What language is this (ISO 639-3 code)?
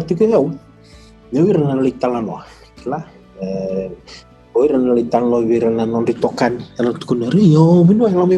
fij